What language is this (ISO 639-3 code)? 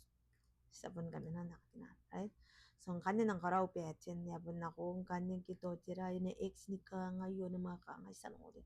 gil